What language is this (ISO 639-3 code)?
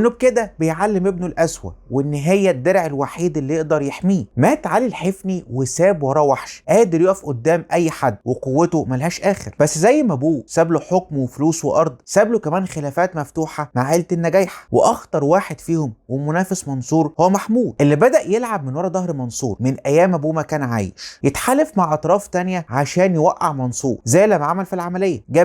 arz